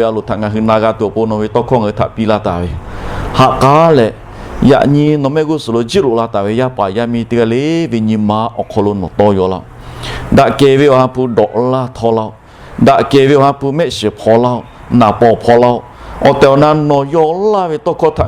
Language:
Lahu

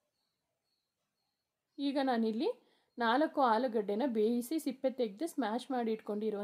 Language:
Kannada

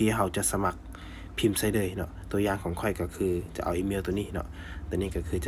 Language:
Lao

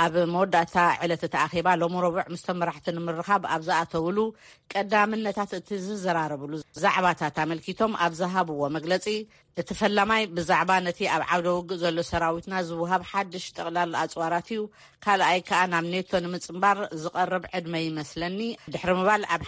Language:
Tigrinya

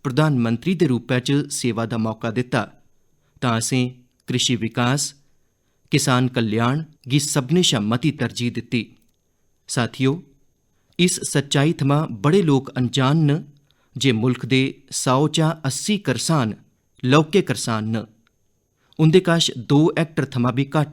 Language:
Dogri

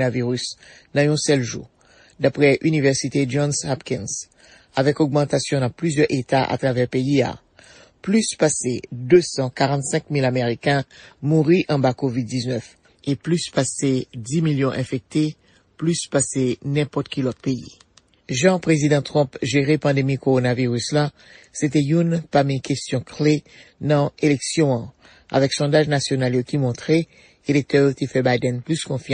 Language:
Haitian Creole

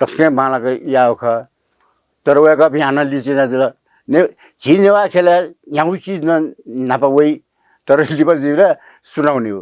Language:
Newari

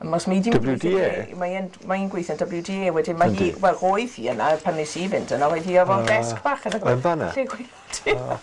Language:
Welsh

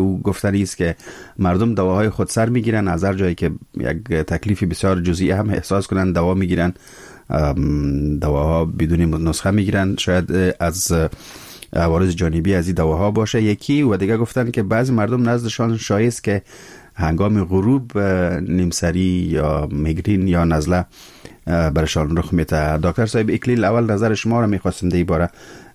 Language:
Persian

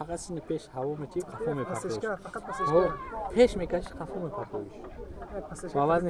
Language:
Tajik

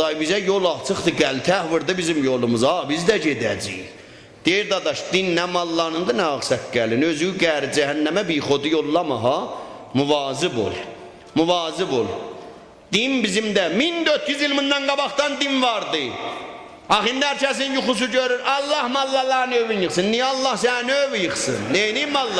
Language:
South Azerbaijani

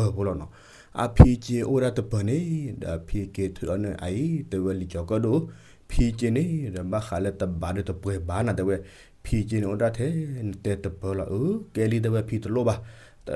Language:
S'gaw Karen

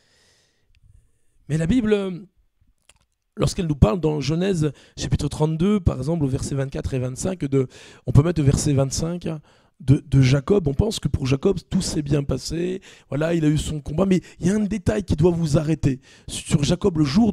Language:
French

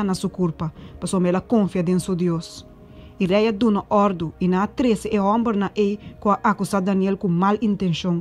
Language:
Papiamento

